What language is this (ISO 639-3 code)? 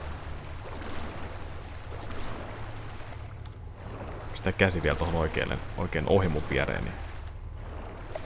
fin